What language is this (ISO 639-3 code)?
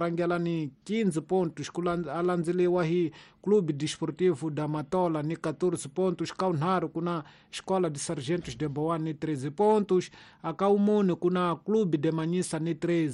tso